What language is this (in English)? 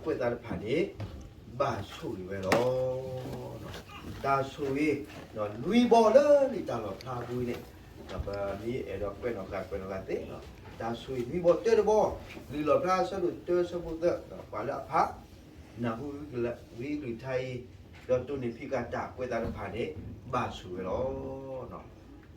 S'gaw Karen